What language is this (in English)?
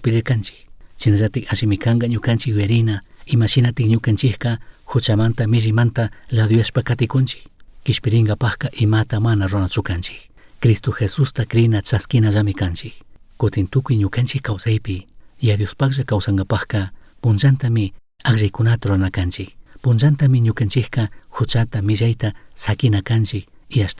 Chimborazo Highland Quichua